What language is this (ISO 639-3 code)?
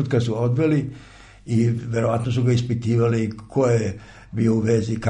srp